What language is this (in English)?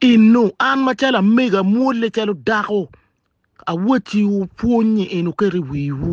Acoli